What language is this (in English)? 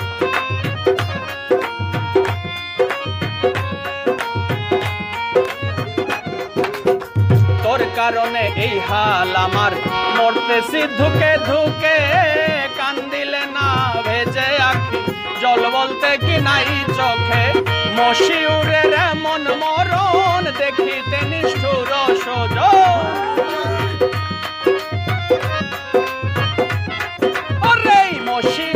Bangla